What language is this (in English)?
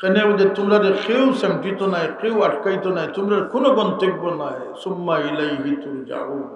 Sylheti